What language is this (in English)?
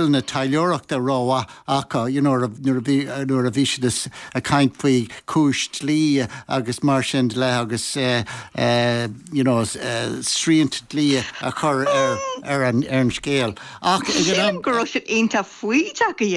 Irish